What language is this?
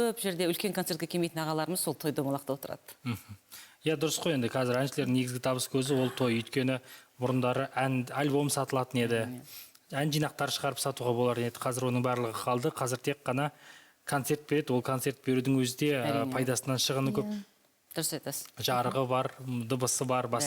Kazakh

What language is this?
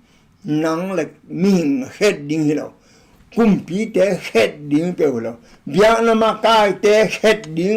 Tedim Chin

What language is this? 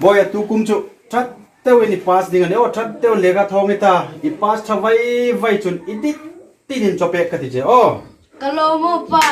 Hmar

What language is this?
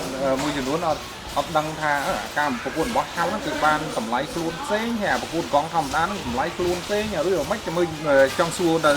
Khmer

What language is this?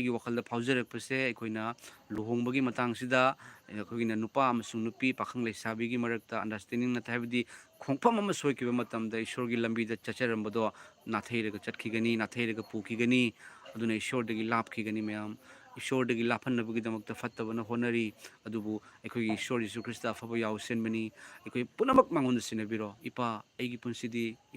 Manipuri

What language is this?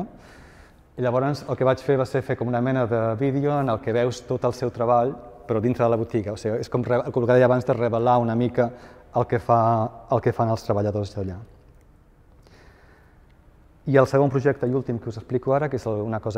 Catalan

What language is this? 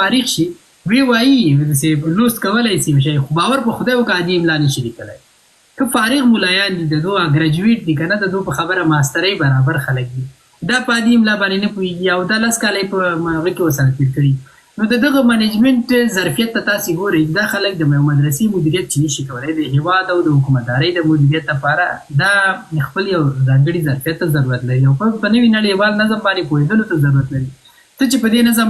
Pashto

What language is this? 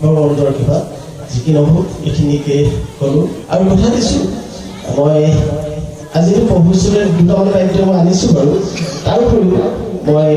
Assamese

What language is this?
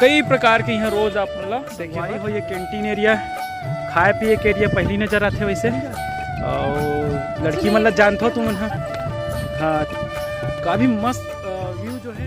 Chhattisgarhi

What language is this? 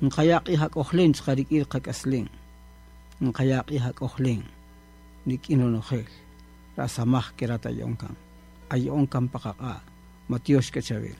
Kaqchikel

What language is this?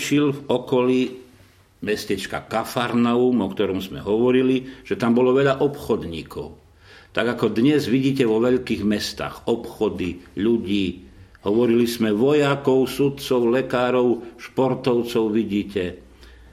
Slovak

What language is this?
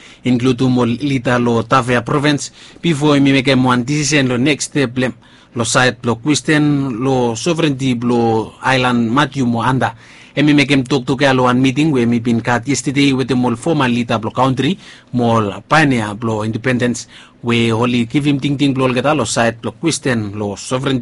Bislama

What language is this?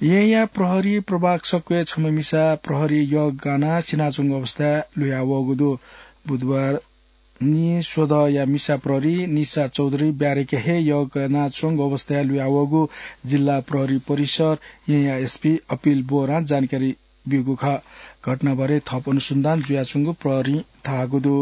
Newari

